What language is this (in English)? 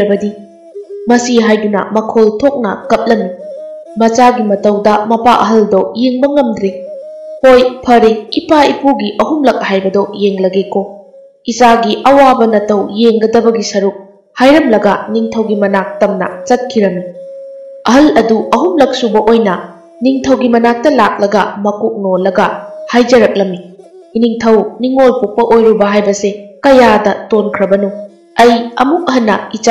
Manipuri